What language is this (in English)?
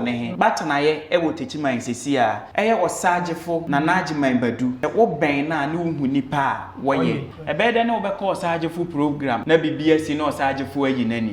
Akan